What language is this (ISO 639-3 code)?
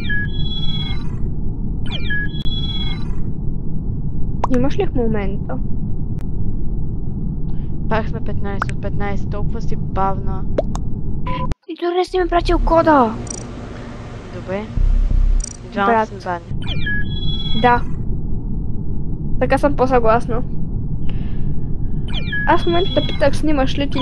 bul